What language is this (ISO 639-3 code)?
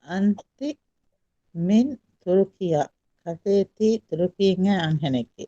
div